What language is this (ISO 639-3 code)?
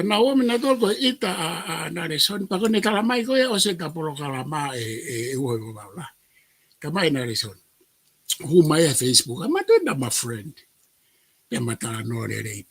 ton